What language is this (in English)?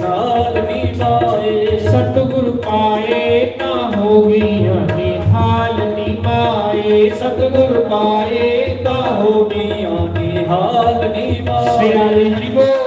Dogri